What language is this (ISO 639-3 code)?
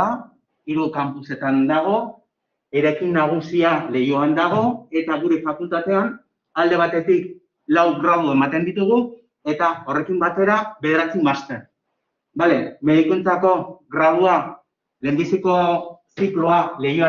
eus